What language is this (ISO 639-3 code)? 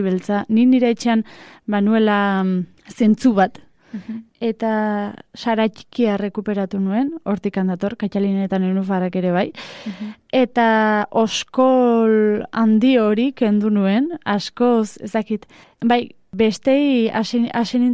eus